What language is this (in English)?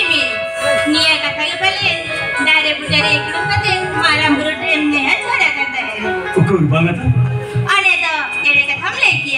Santali